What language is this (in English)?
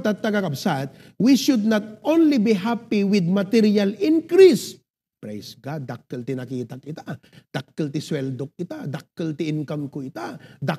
Iloko